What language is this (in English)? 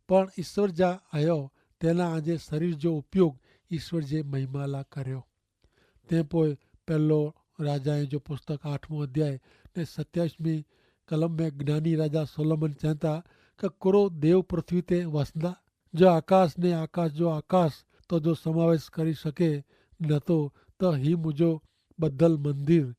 Kachhi